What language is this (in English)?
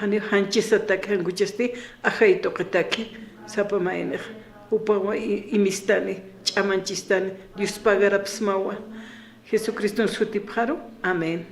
Aymara